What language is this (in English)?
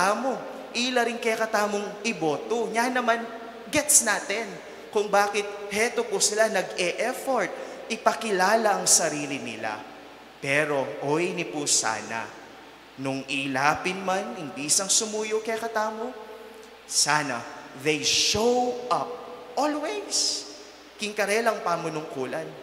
Pampanga